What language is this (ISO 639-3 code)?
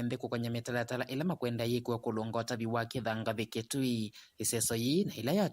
kam